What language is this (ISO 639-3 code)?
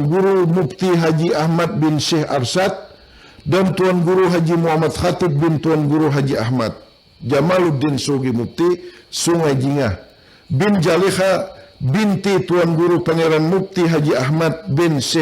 bjn